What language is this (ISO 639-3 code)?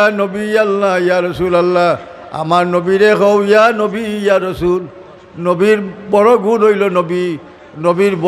syl